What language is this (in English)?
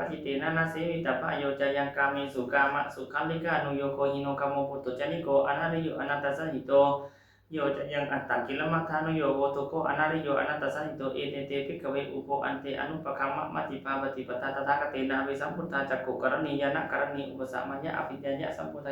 Pali